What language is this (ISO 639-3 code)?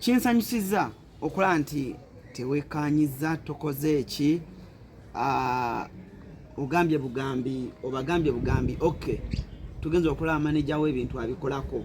lug